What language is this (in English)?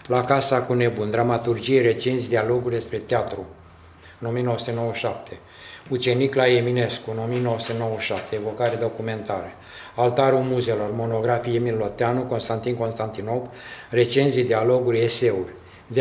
Romanian